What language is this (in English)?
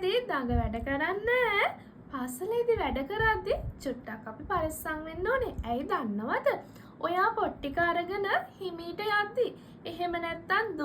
Sinhala